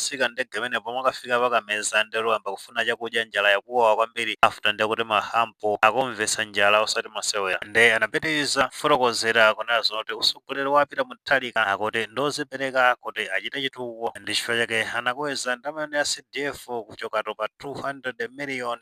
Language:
Nyanja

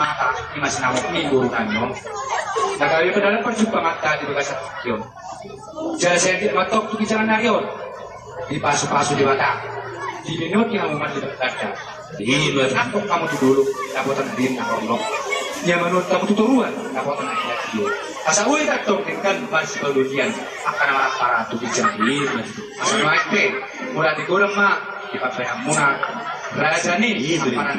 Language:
Batak Toba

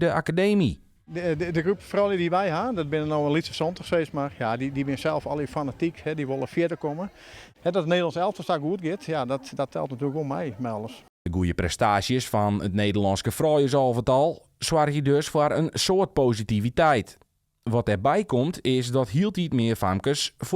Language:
Western Frisian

